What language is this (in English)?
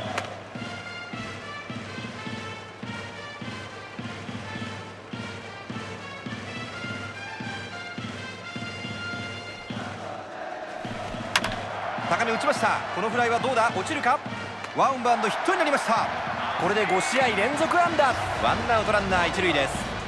Japanese